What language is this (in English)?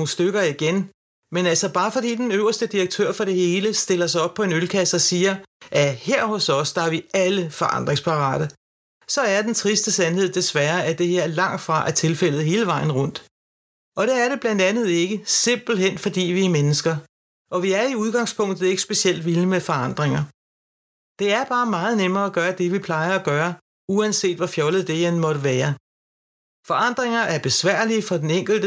Danish